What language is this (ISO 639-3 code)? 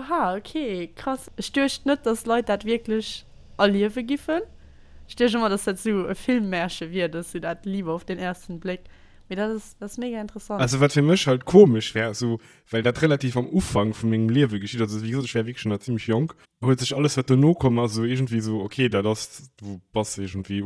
ltz